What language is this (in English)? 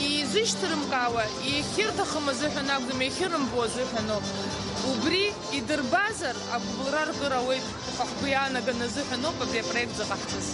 Abkhazian